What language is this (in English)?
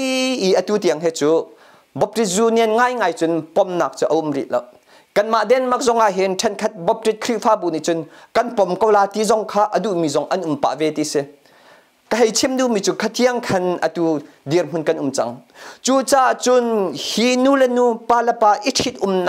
Hakha Chin